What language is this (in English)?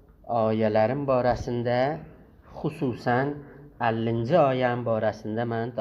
South Azerbaijani